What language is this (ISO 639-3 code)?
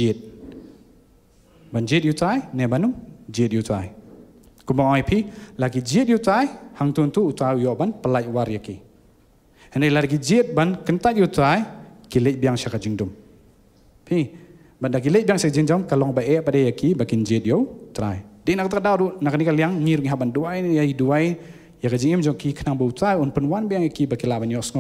kha